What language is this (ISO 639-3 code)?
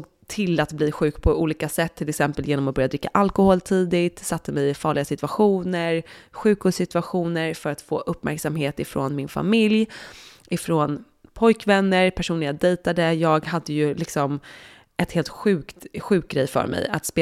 swe